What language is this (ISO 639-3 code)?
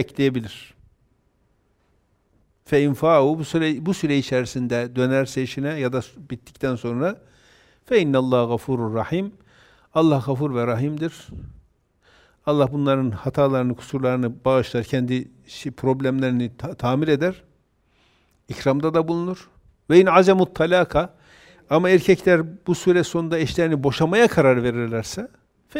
tur